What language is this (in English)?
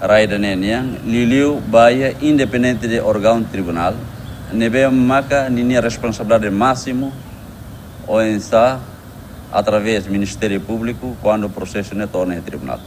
Tetum